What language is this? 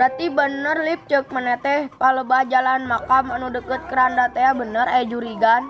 Sundanese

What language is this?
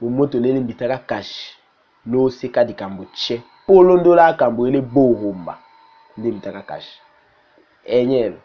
Tetela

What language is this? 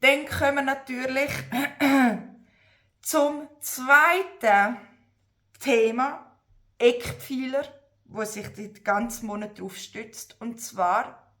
Swiss German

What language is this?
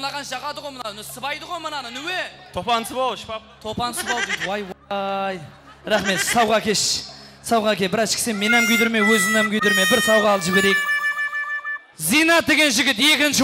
Kazakh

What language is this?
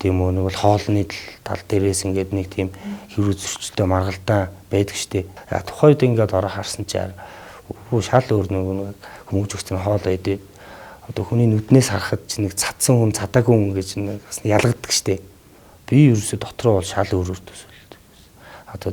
Mongolian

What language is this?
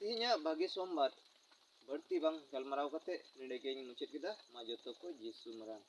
Santali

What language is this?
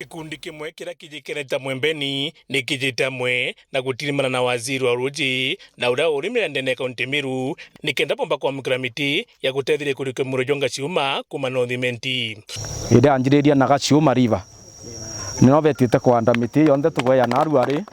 Meru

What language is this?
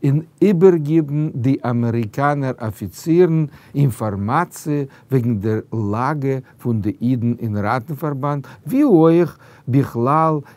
Yiddish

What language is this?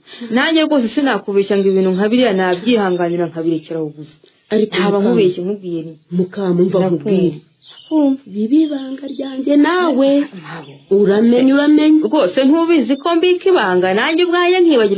Kinyarwanda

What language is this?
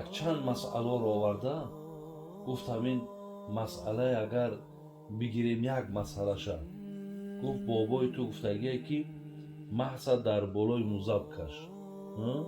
Tajik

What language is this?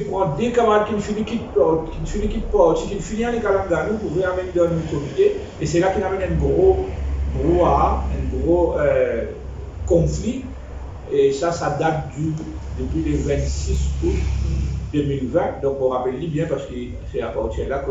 Morisyen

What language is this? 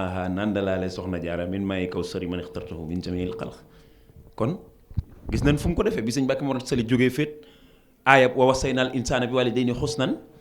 Wolof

